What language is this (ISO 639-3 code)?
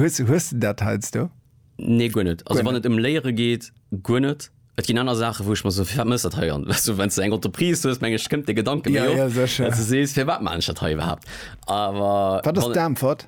ltz